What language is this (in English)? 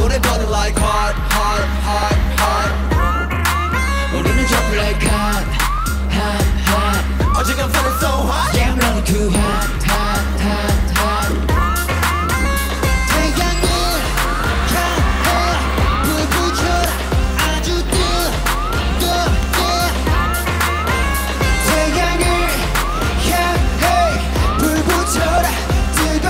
Korean